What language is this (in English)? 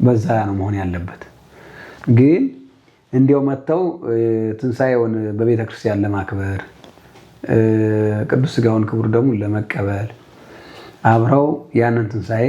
Amharic